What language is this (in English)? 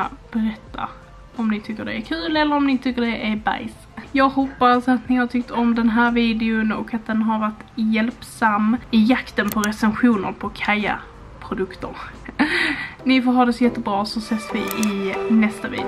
Swedish